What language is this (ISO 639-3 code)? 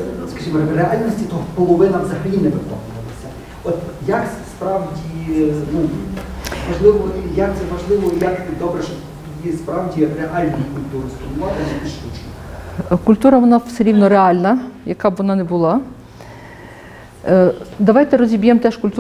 ukr